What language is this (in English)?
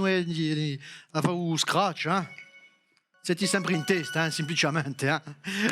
Corsican